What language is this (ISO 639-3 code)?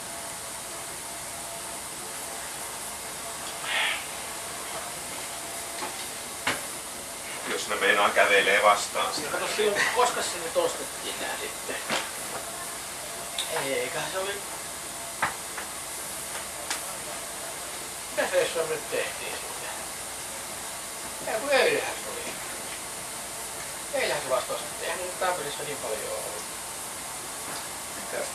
fin